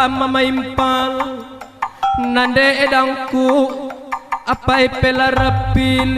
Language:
Batak Karo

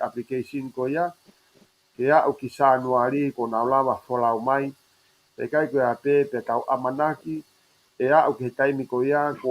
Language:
Tongan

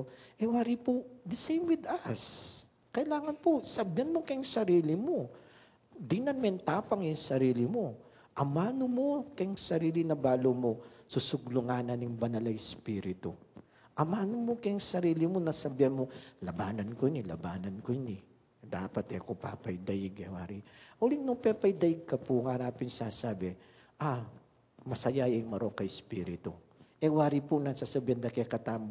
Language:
Pampanga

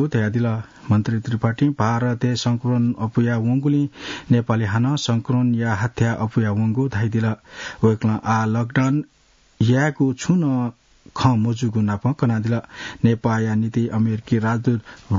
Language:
Newari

